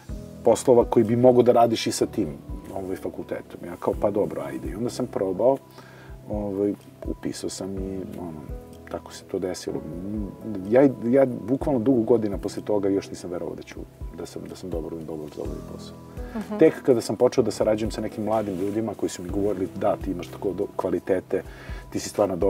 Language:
Serbian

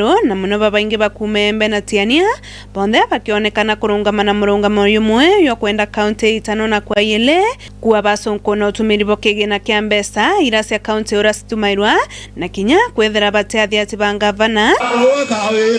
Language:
Meru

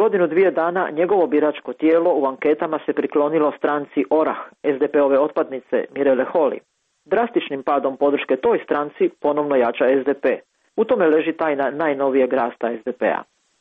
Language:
Croatian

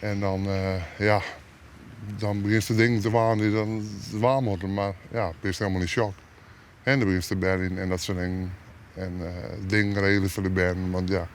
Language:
Western Frisian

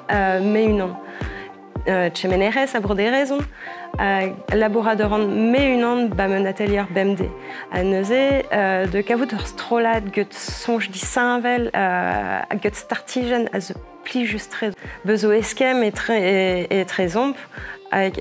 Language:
Breton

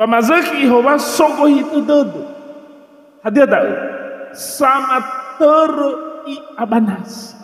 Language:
Nias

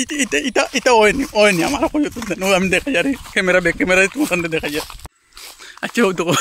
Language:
Sylheti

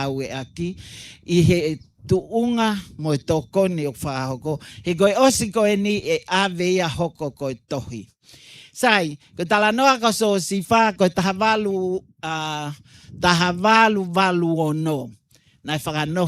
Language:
Tongan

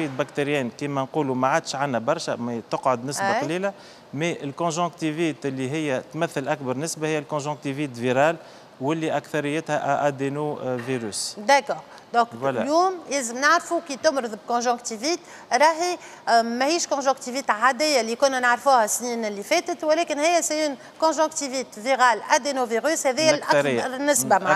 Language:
Tunisian Arabic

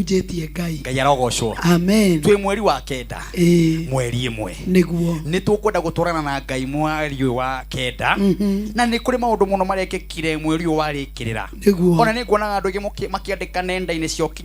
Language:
Kikuyu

